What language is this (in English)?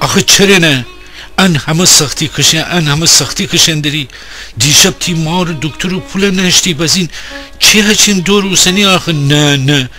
Gilaki